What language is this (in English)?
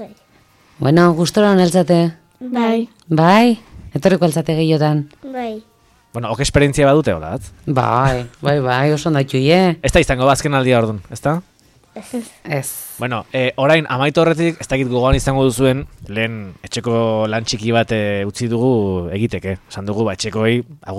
Basque